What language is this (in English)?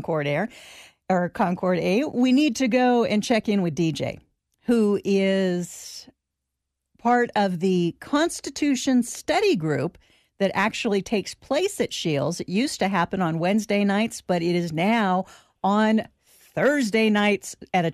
English